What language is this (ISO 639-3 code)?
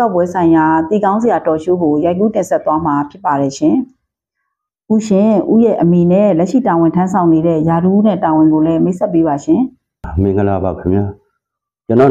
mya